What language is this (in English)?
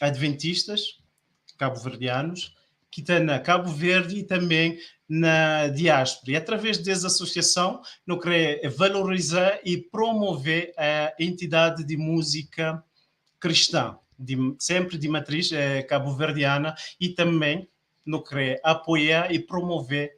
Kabuverdianu